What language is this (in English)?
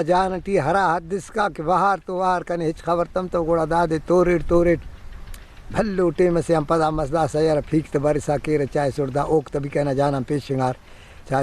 Brahui